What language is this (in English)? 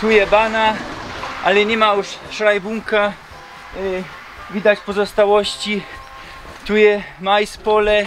Silesian